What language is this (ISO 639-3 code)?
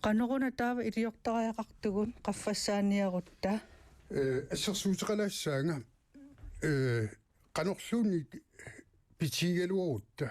kal